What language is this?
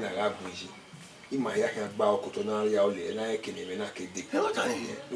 Bini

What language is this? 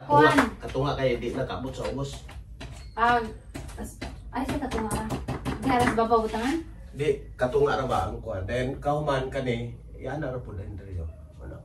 Cebuano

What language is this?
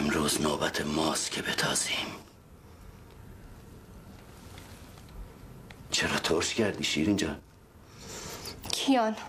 Persian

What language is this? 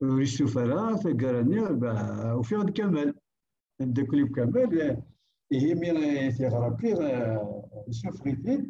Kabyle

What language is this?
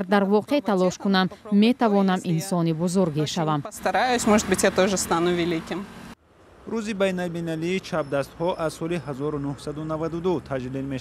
Tajik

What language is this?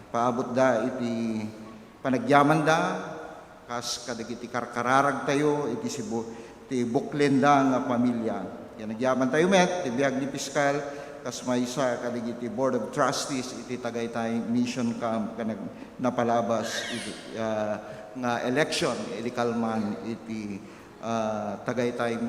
Iloko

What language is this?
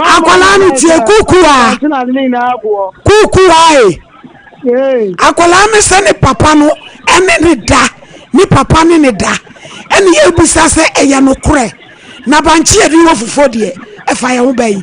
Akan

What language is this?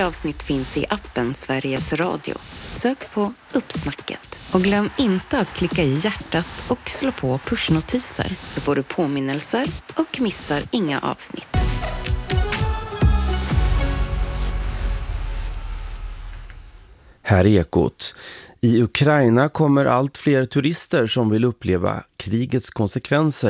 Swedish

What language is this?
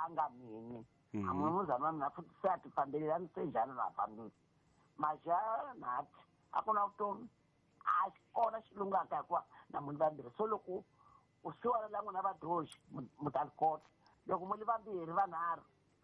Tsonga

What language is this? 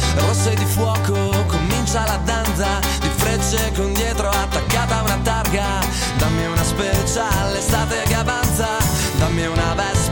Italian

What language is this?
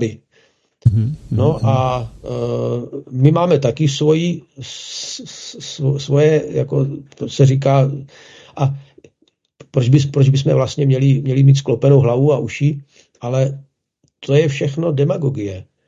Czech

